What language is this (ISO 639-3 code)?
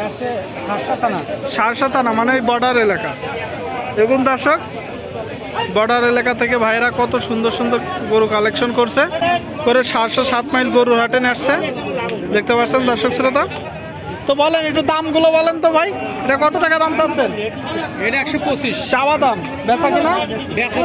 ben